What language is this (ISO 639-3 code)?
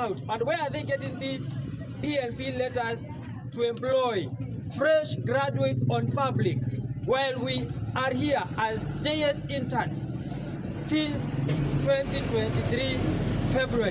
kam